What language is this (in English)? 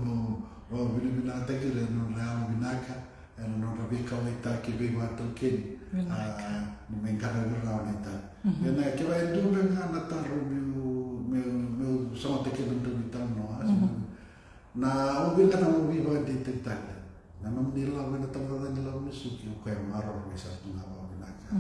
Fijian